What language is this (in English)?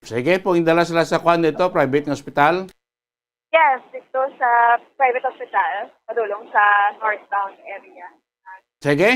Hiligaynon